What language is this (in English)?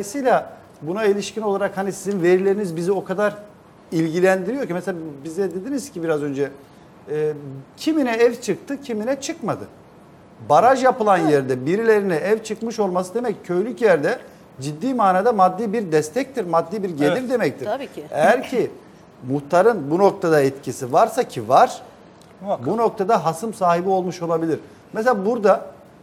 Turkish